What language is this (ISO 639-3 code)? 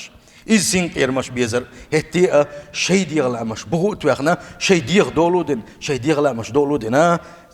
che